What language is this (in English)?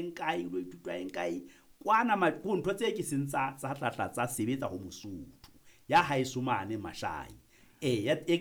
Southern Sotho